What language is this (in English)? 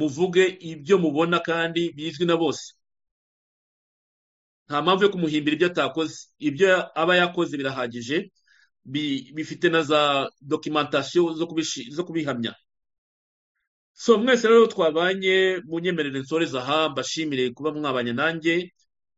Kinyarwanda